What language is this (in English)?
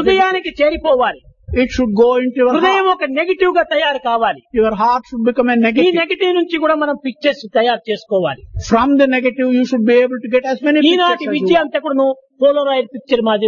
Telugu